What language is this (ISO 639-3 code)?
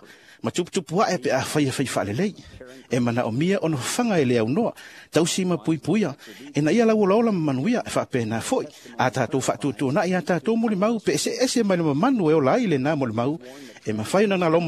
smo